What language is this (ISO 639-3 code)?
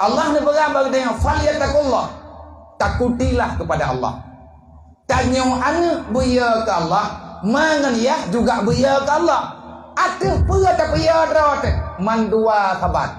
ace